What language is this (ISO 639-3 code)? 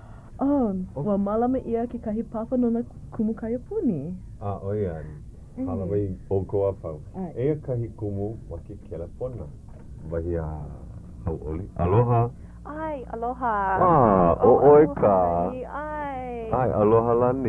haw